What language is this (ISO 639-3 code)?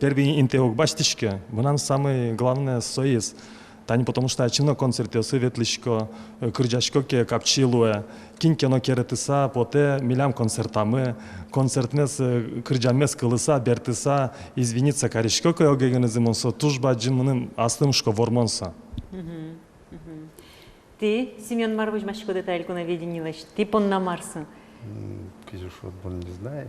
udm